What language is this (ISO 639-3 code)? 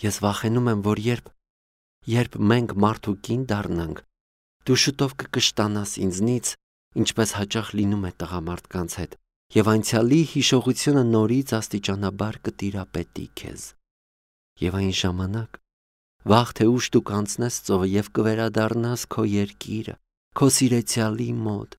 hye